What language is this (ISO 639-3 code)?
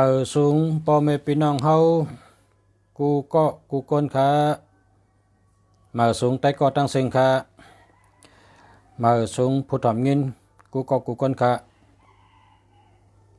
shn